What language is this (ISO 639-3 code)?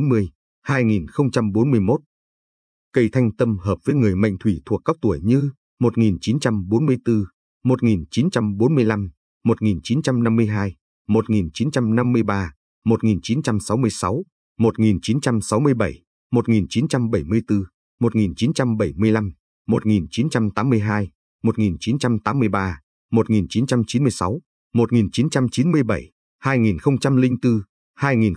vie